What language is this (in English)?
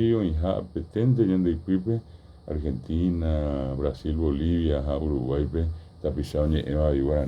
Guarani